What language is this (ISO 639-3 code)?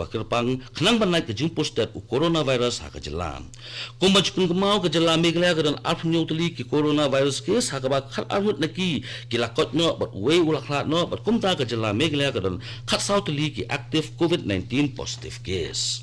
kha